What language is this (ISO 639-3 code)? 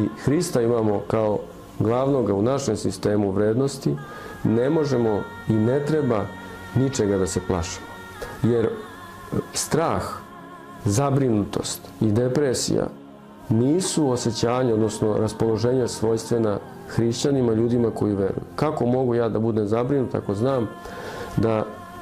srp